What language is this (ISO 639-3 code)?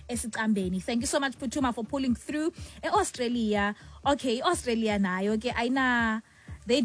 xho